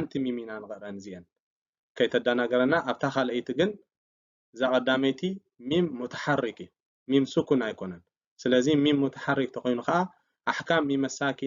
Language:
Tigrinya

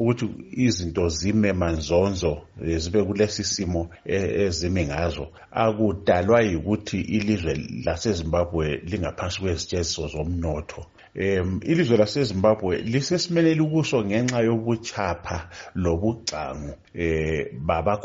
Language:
North Ndebele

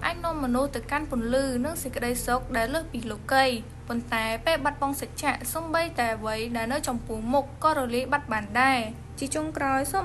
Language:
Khmer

